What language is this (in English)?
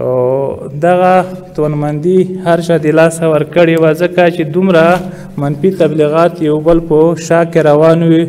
Pashto